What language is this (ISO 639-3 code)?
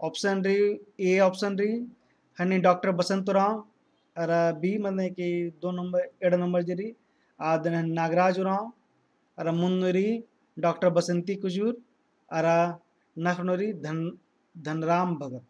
kru